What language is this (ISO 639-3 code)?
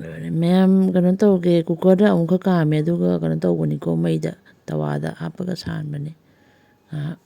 mni